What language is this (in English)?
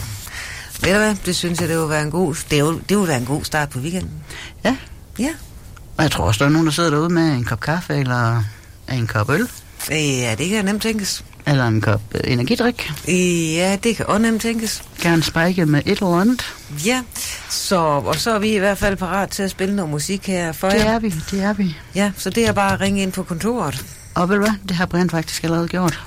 Danish